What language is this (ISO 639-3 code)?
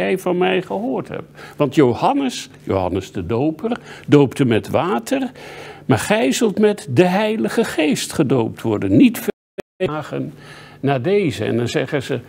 nld